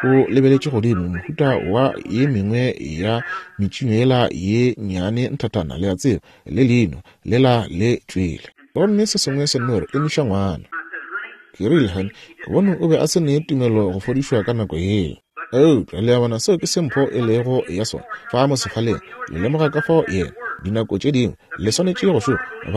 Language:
Northern Sotho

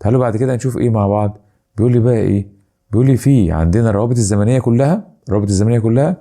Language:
Egyptian Arabic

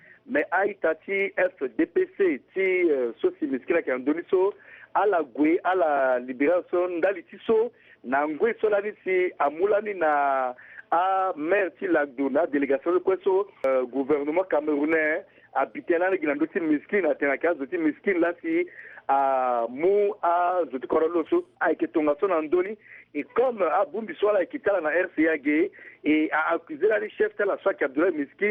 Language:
Sango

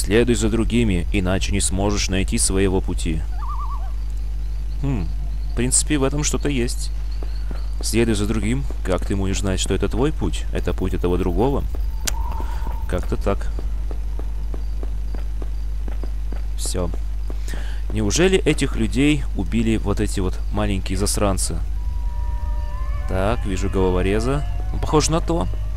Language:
Russian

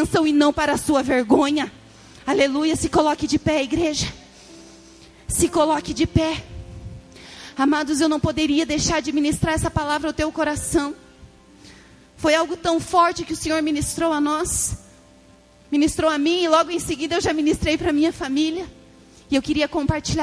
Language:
Portuguese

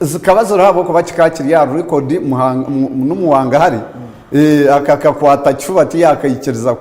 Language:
Nyankole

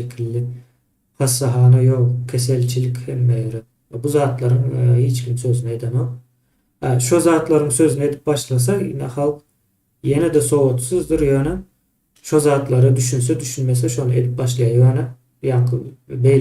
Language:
Turkmen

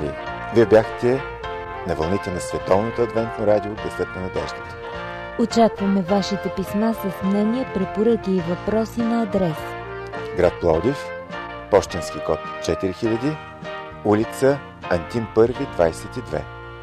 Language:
Bulgarian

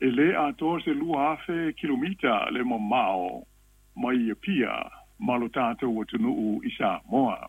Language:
Samoan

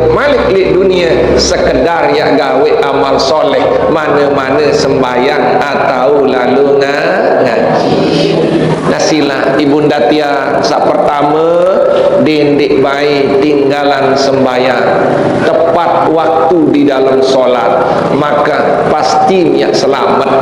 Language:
Sasak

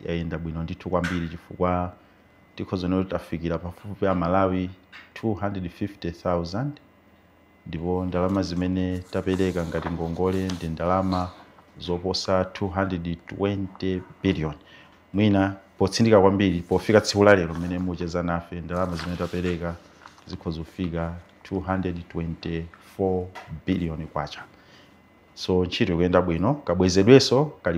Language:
Nyanja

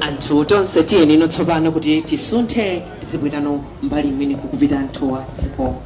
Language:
Nyanja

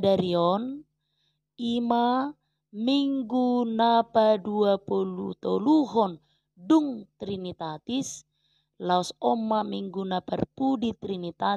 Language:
Batak Toba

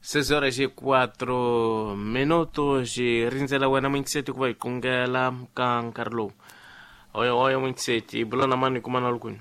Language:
Tsonga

